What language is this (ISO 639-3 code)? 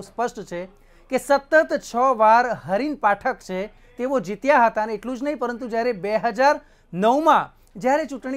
guj